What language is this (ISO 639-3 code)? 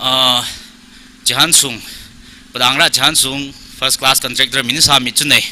nmf